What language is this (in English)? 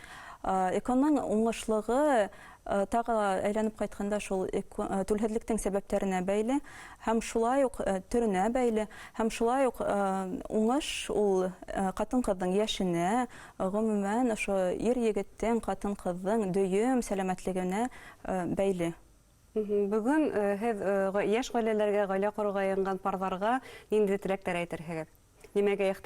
Bashkir